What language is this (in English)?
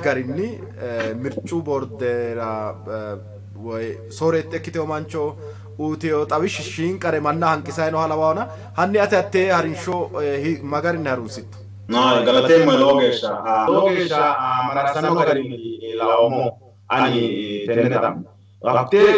Sidamo